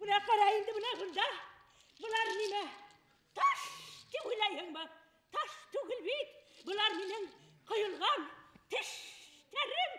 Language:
Bashkir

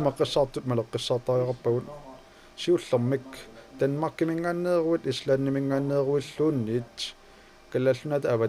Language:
Kalaallisut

